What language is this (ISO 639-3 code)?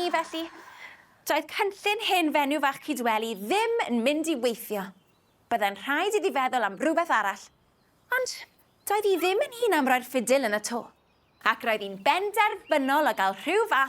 cym